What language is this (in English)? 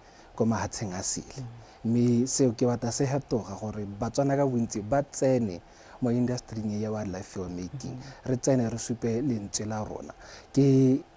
Tswana